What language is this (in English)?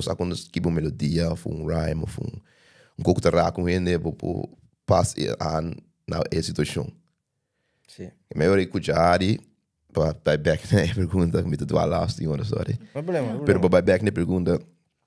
Papiamento